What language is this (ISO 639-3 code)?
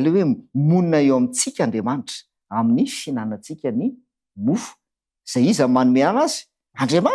mlg